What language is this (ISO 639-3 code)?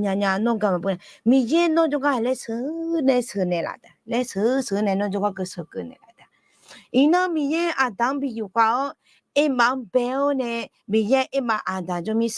ahk